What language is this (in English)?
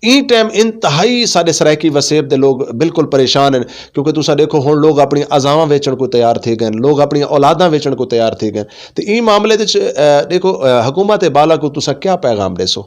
Saraiki